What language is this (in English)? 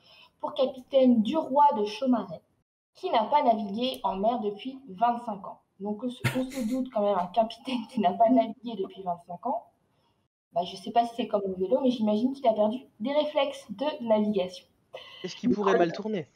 French